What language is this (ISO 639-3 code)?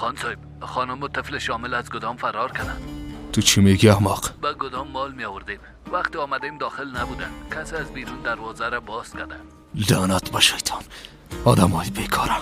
fas